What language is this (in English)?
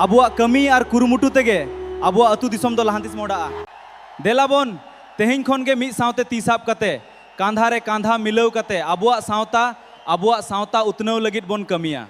Santali